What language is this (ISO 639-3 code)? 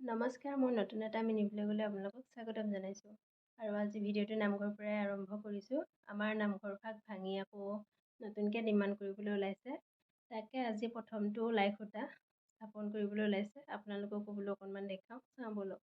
asm